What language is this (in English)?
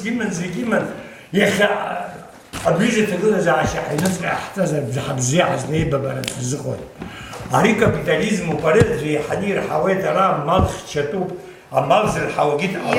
Abkhazian